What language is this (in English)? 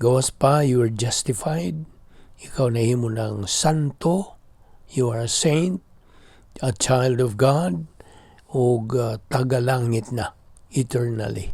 Cebuano